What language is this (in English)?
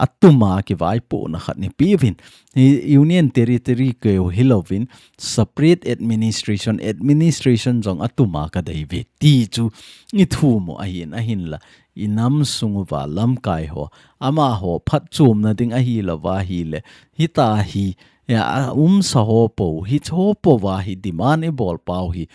Thado Chin